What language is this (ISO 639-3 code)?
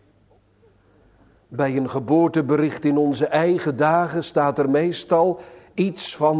nld